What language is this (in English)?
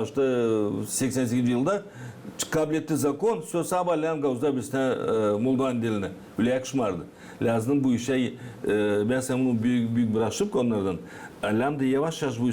Gagauz